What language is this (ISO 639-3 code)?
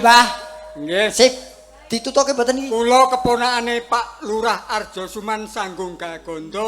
jav